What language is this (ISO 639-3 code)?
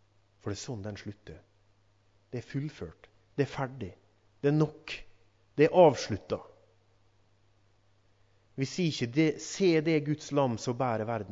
nor